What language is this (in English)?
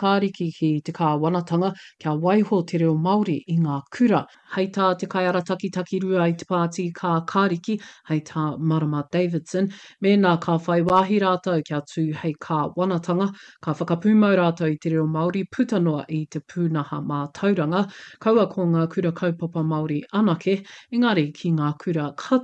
Māori